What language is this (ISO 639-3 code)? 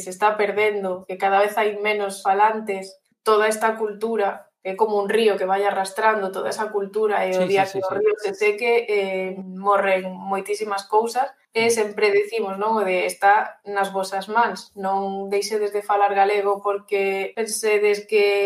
glg